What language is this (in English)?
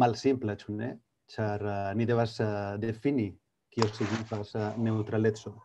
Esperanto